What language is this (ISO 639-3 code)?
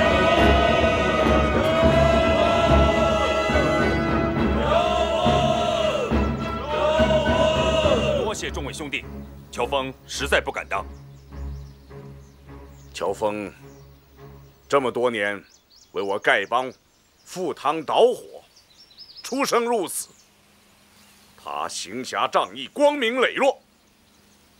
zho